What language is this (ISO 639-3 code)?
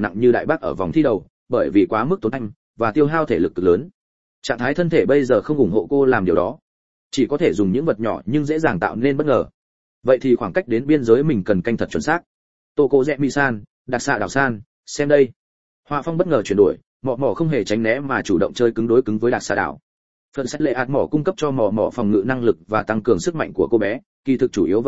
vie